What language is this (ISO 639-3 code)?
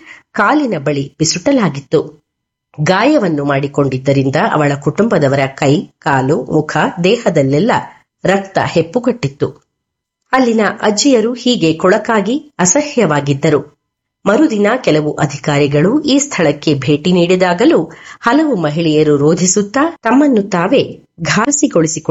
kan